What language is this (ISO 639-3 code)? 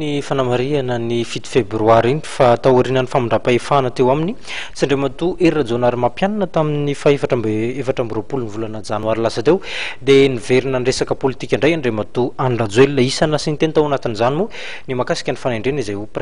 mlg